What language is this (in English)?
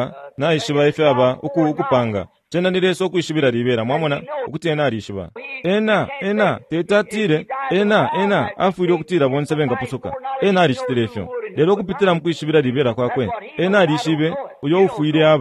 Bemba